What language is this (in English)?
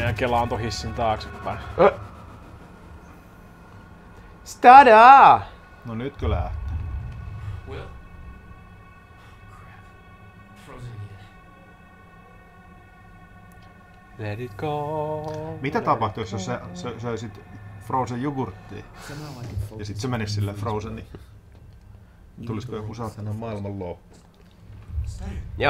Finnish